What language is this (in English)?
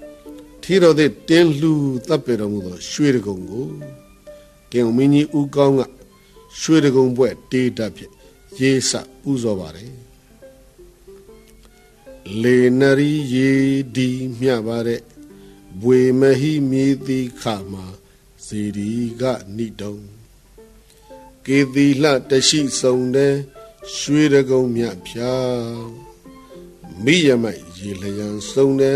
Burmese